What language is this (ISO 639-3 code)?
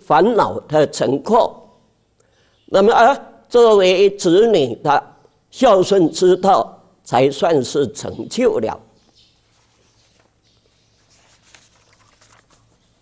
zho